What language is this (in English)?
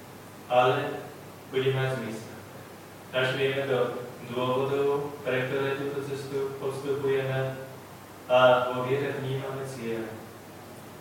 Slovak